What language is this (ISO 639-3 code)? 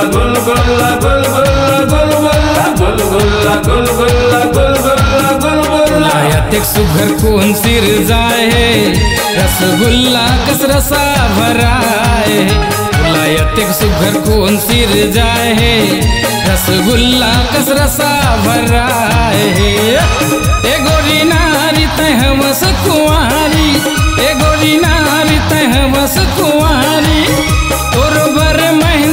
hne